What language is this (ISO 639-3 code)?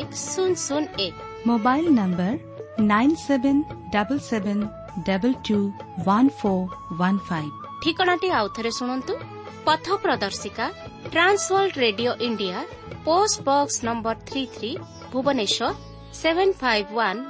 ori